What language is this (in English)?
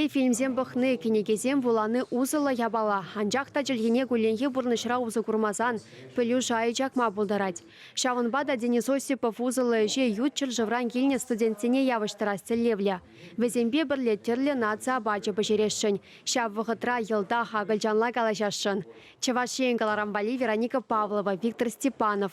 Chuvash